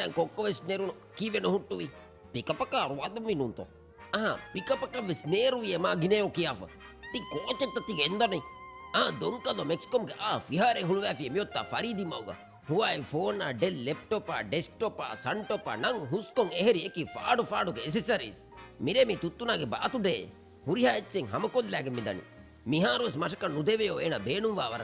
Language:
Divehi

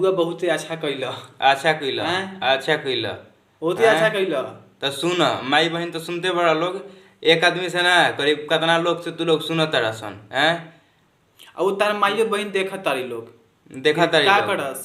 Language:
Bhojpuri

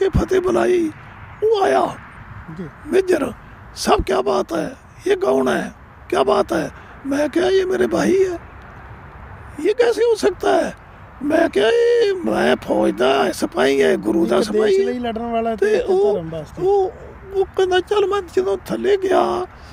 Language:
Punjabi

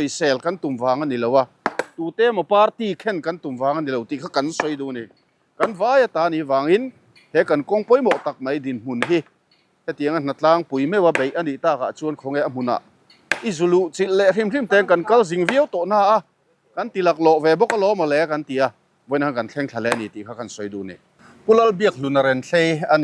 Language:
Mizo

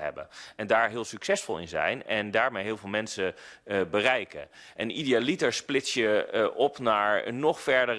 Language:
Dutch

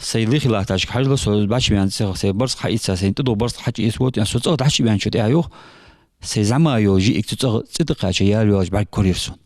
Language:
Ingush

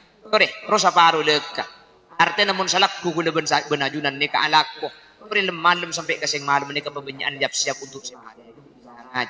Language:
Madurese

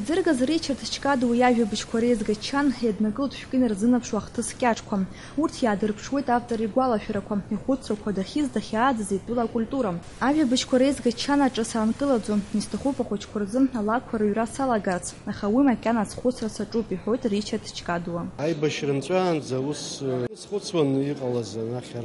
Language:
Abkhazian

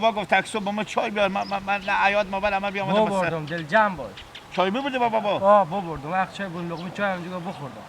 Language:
Hazaragi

